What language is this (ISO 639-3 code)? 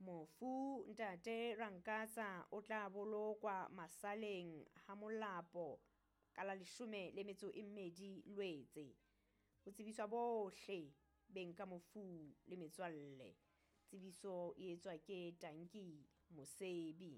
sot